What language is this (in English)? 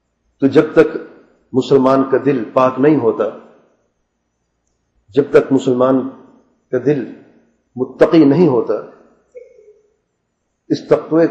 Urdu